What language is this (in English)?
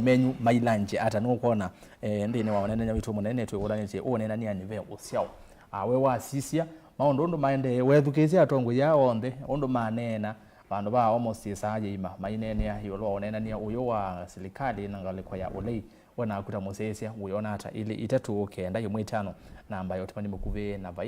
Kamba